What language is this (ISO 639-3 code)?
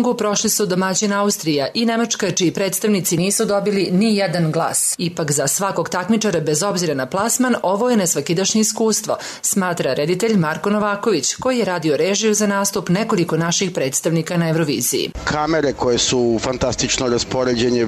srp